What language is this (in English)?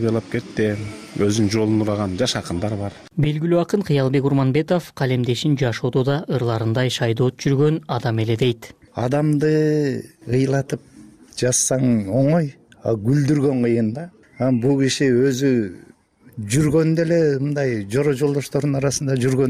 Kyrgyz